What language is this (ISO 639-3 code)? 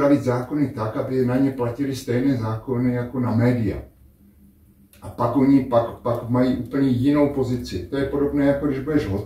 ces